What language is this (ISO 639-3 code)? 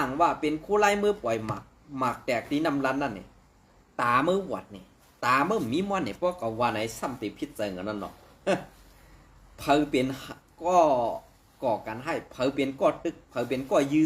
shn